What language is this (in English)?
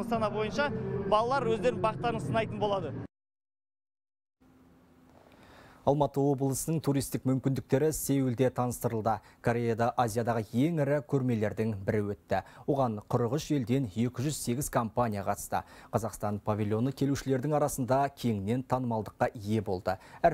Kazakh